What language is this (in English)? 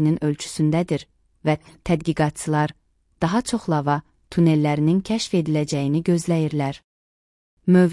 Azerbaijani